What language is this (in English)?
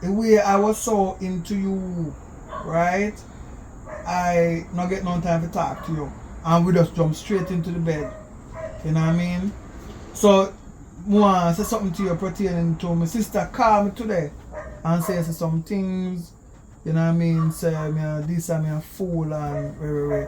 Jamaican Creole English